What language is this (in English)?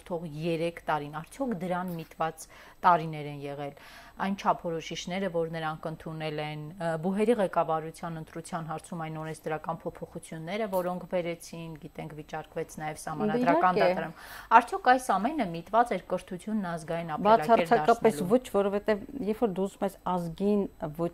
Armenian